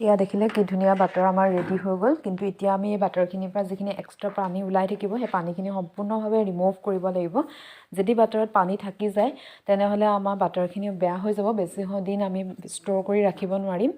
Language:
Assamese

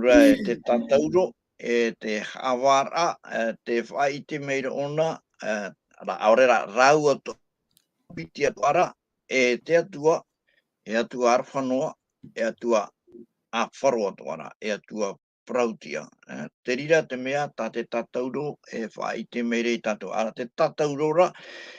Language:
Tahitian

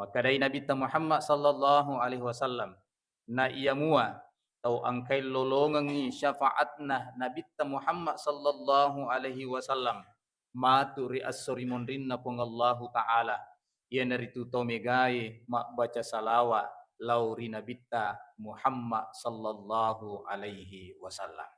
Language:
Buginese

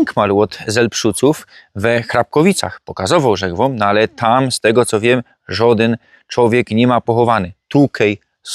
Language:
Silesian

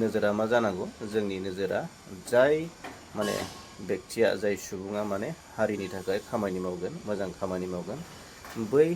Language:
Bodo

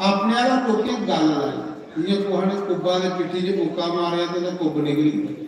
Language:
Dogri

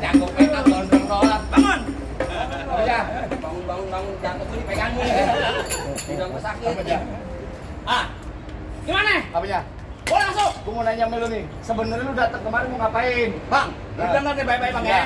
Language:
Betawi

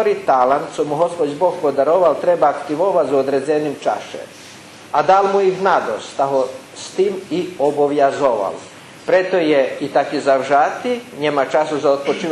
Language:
Rusyn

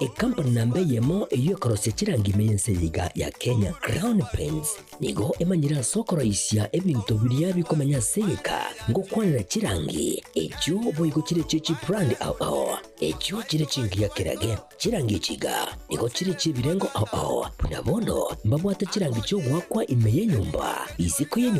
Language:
Gusii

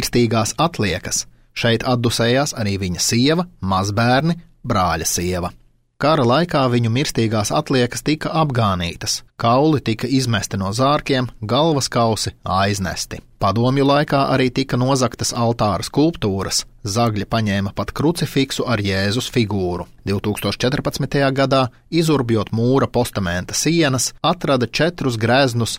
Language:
Latvian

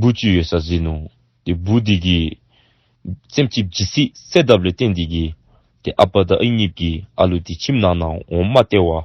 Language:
Dzongkha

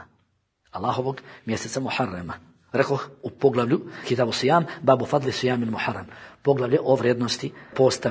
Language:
Bosnian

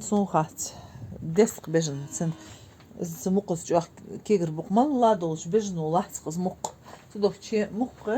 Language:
Ingush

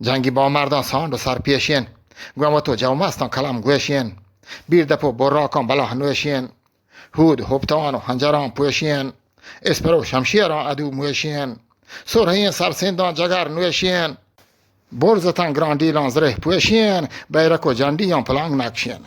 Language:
Eastern Balochi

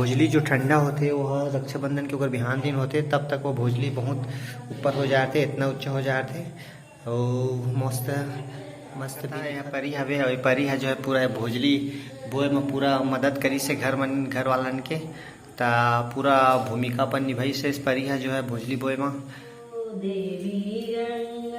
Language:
Chhattisgarhi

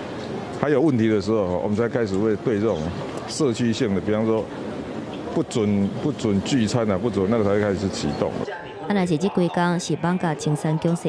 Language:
Min Nan Chinese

